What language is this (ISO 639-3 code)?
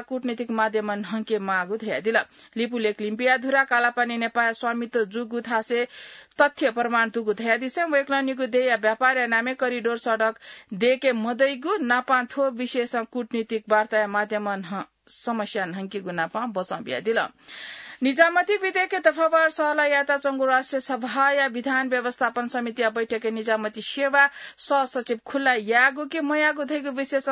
new